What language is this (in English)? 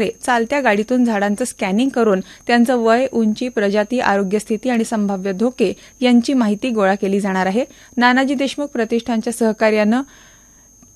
Marathi